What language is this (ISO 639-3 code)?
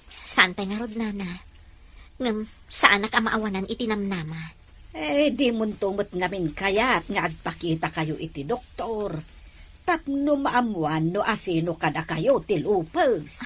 ilo